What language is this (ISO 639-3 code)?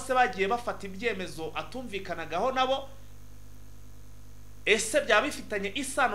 kin